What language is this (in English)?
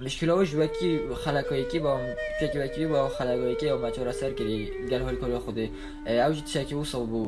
Kurdish